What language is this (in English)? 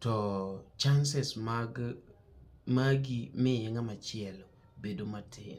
Luo (Kenya and Tanzania)